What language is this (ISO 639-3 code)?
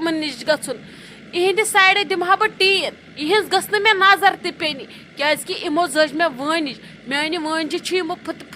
kas